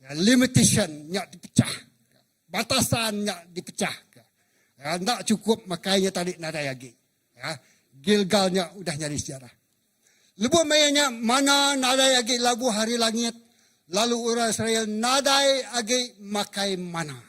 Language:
Iban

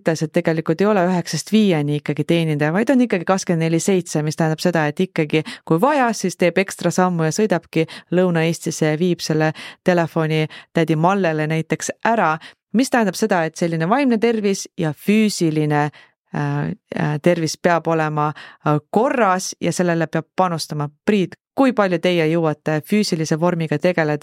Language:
Estonian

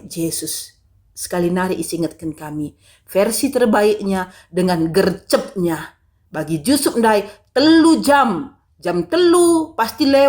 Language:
Batak Karo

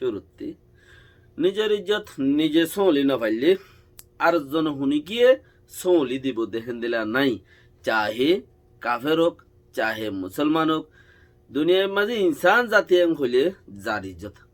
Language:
Rohingya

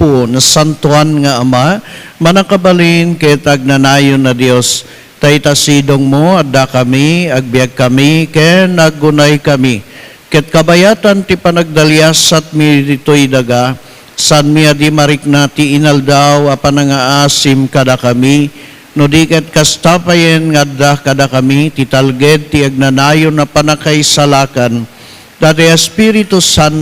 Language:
Iloko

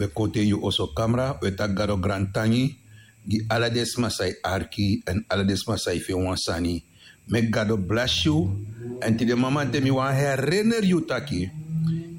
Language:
Sranan Tongo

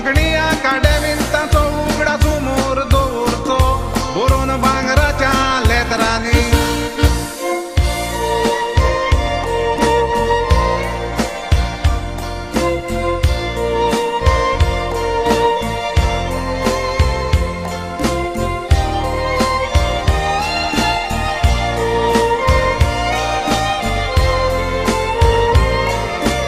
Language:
Konkani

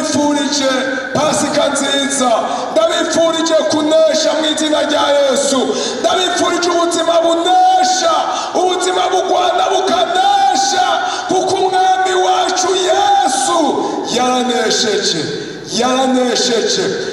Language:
Rundi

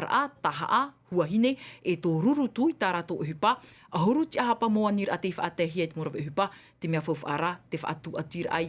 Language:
Tahitian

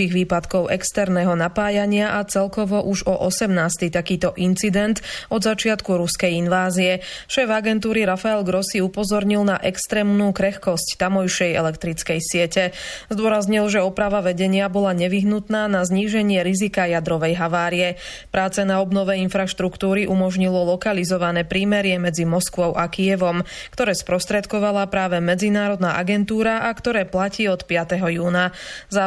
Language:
Slovak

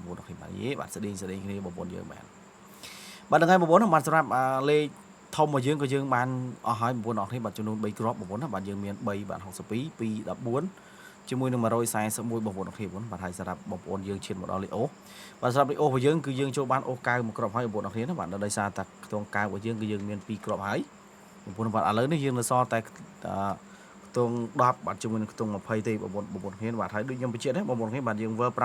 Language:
Khmer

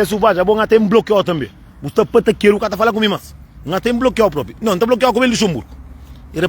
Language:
Kabuverdianu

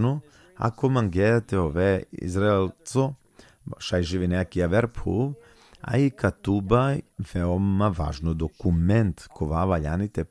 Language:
Balkan Romani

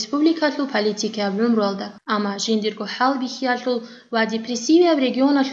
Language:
Avaric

